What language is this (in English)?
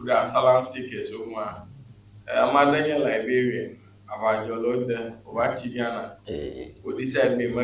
Ewe